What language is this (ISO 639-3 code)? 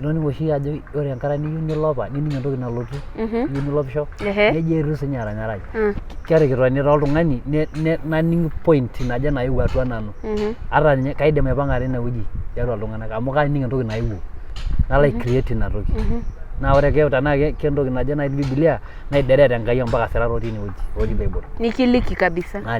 mas